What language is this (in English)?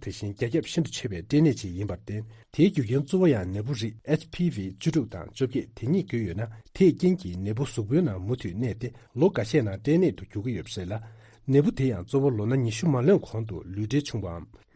Tibetan